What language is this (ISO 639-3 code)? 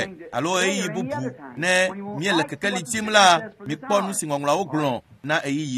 ewe